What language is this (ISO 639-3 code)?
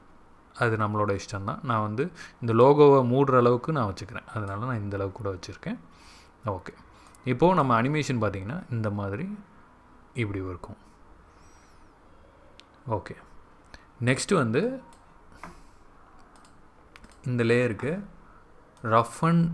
tam